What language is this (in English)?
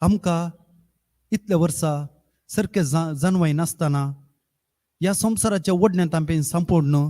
Konkani